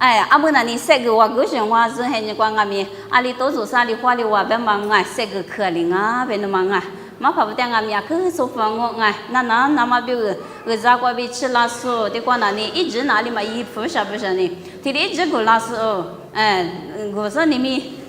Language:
Lisu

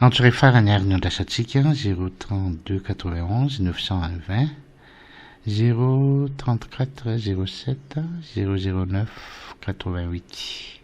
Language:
Malagasy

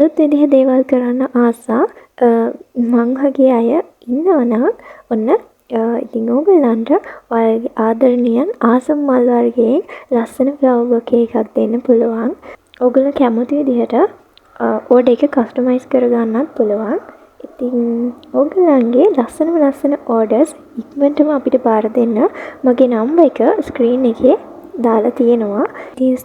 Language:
Sinhala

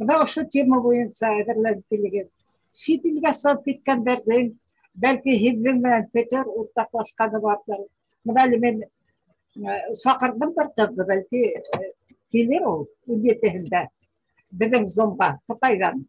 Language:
Bashkir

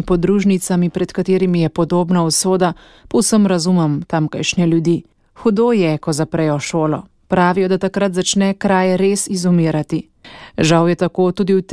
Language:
Slovenian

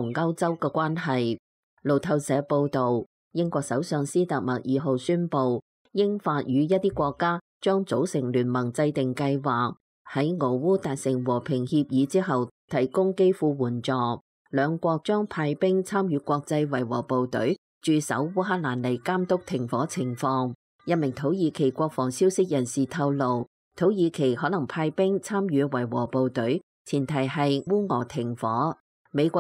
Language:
Cantonese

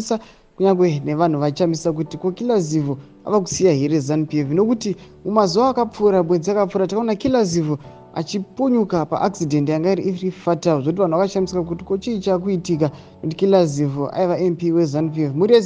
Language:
Shona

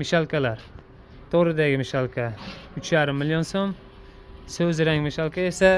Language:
Uzbek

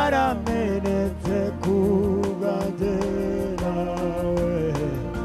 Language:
Kinyarwanda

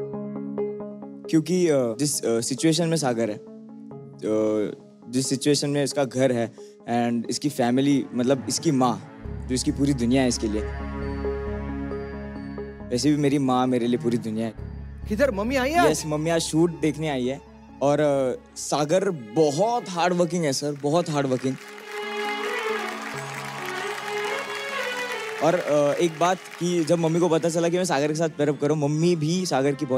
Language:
Hindi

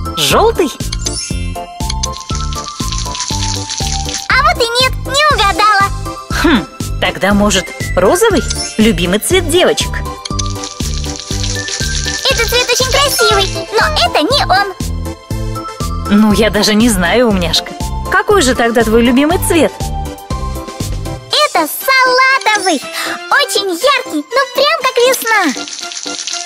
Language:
Russian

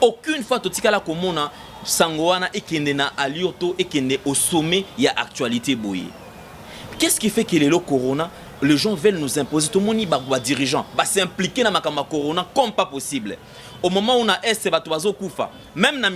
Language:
Lingala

